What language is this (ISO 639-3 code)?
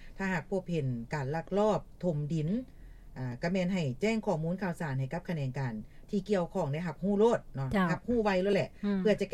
lao